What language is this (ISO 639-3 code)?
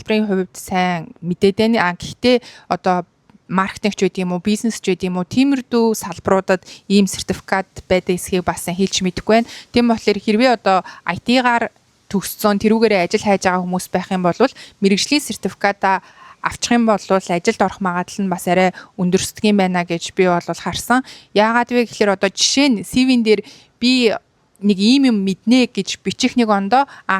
mon